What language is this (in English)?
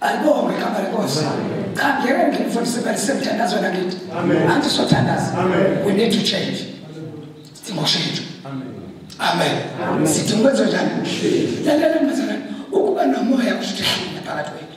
Zulu